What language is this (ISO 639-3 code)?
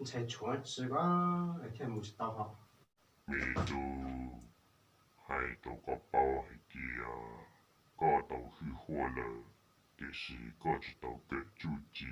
hmn